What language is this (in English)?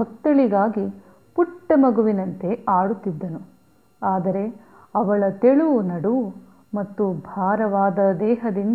Kannada